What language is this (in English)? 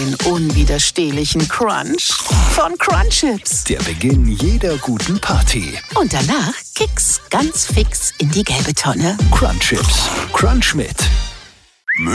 German